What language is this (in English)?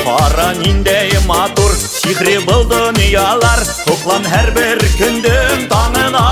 Bashkir